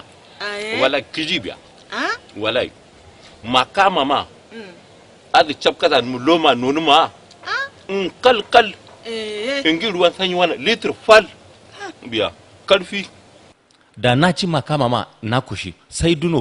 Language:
Hausa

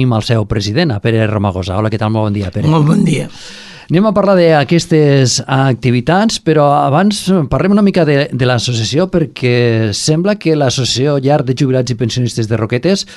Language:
Catalan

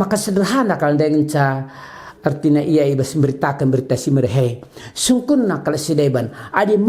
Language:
Batak Karo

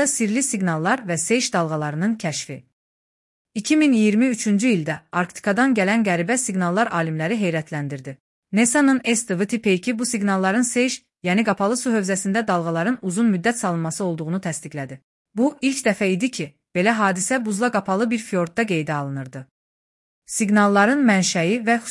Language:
Azerbaijani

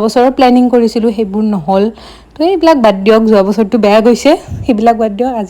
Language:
Assamese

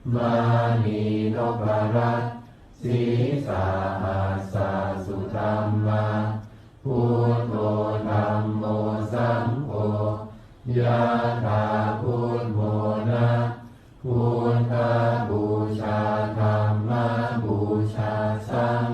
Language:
Pali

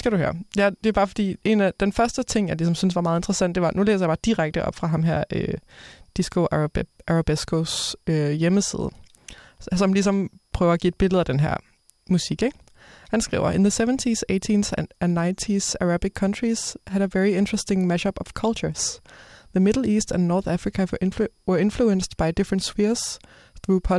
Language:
Danish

